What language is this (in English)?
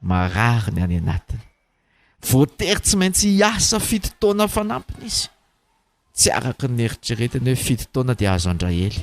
Malagasy